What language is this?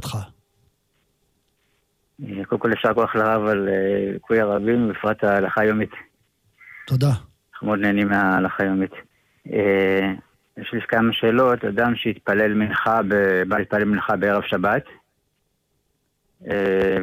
Hebrew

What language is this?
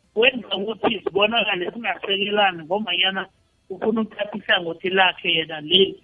South Ndebele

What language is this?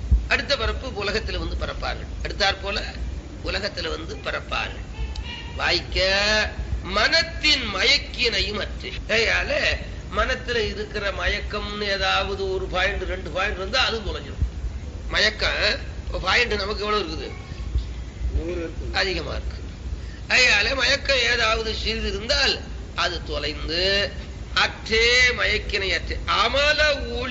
Tamil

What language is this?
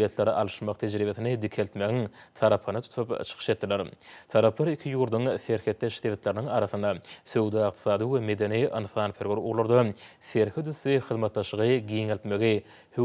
Turkmen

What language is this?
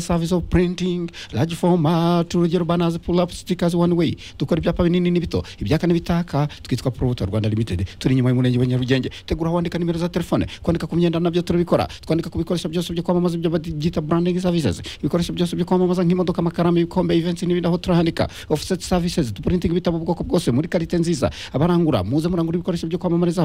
Kinyarwanda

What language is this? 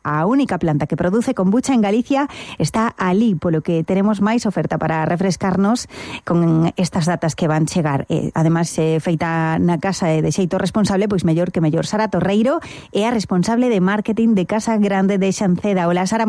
Galician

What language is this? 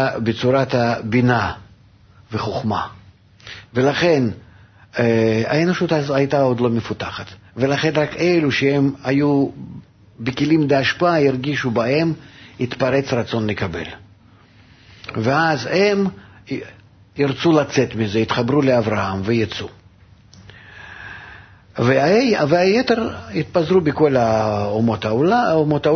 Hebrew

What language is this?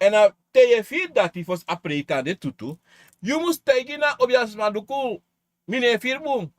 Sranan Tongo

